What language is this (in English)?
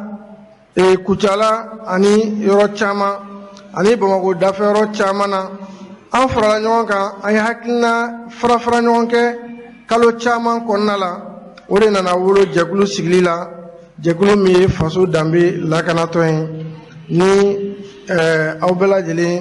Bambara